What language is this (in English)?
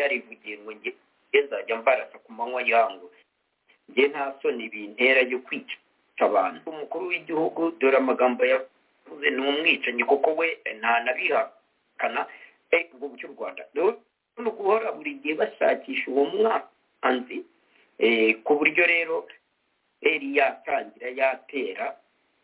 Kinyarwanda